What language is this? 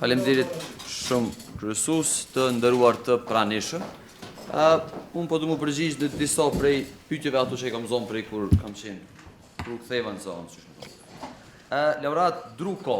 Albanian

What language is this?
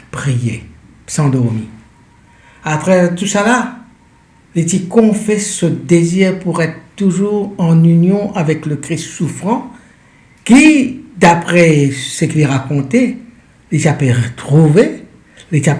Morisyen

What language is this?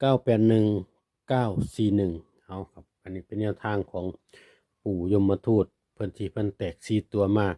Lao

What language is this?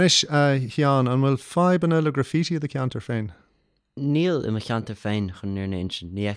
Irish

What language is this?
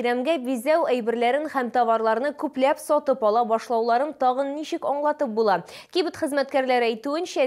Tatar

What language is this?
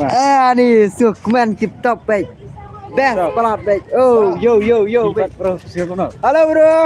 Khasi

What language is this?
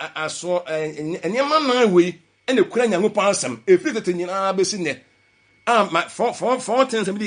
Akan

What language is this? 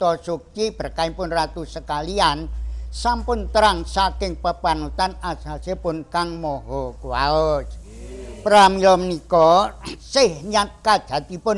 Javanese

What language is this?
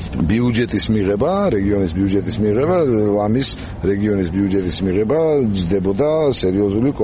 Georgian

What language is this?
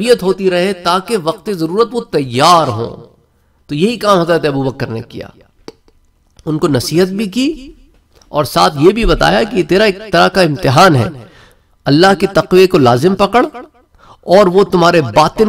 Urdu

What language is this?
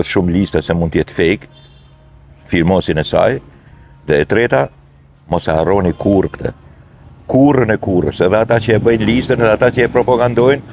Albanian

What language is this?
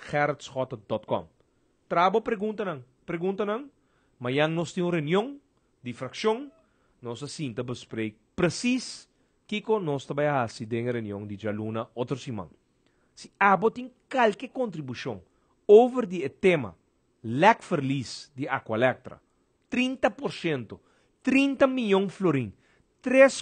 Papiamento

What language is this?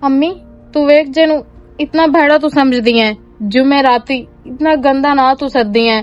Western Panjabi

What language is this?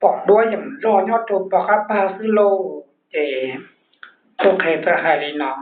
Hmong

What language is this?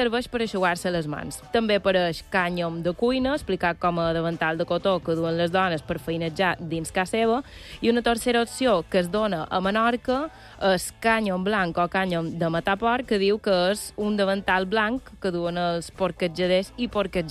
Catalan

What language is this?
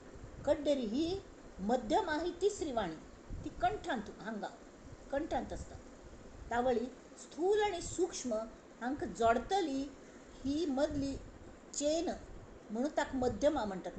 Konkani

